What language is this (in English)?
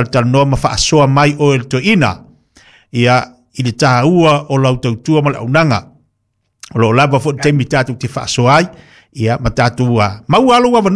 Samoan